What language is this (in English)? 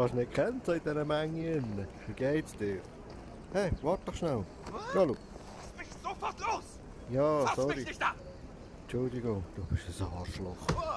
Swiss German